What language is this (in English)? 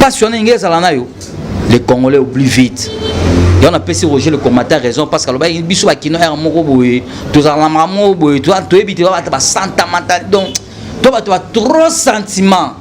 Lingala